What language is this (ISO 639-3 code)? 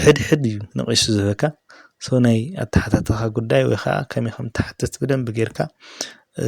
tir